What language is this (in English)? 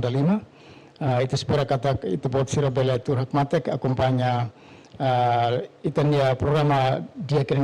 Tetum